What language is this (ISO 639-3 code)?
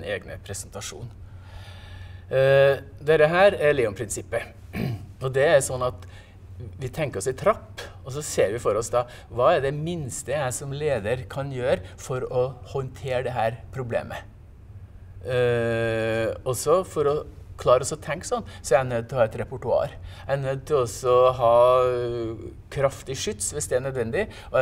nor